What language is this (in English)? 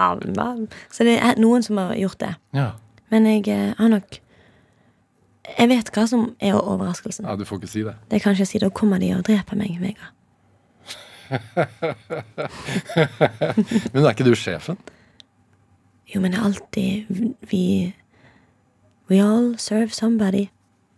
Norwegian